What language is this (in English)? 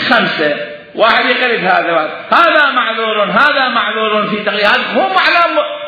Mesopotamian Arabic